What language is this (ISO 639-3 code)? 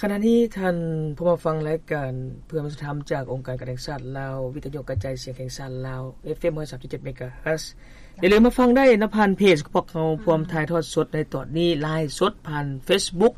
lao